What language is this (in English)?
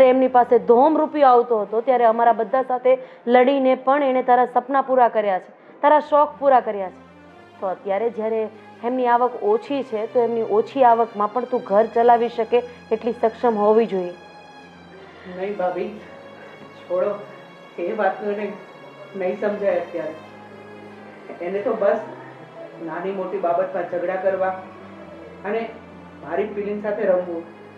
Gujarati